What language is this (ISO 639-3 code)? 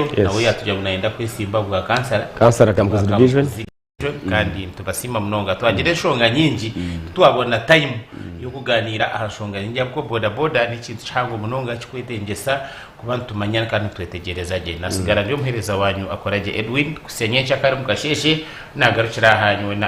nyn